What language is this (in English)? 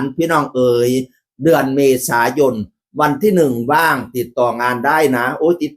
Northeastern Thai